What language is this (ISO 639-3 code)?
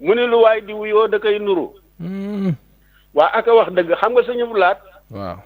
wol